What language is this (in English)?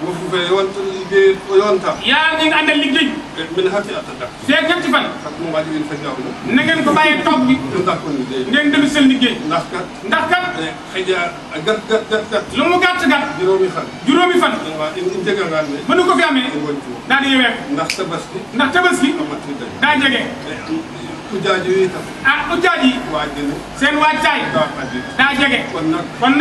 Wolof